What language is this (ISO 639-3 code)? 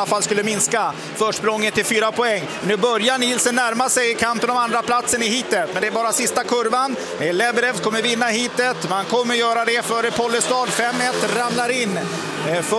swe